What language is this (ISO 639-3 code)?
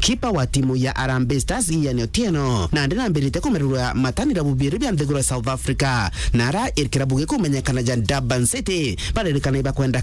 mer